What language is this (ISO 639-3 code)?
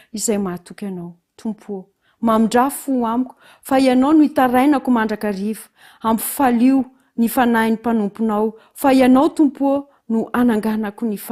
mlg